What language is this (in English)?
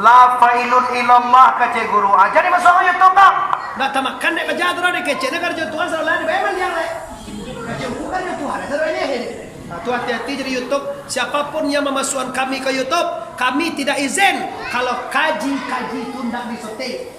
Minangkabau